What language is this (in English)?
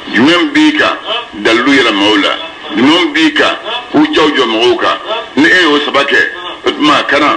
Bambara